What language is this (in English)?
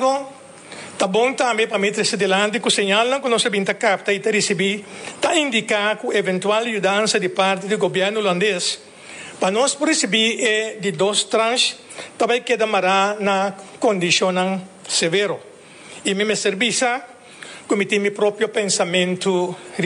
Papiamento